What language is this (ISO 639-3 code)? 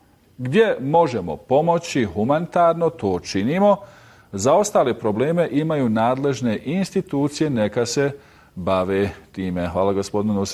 bos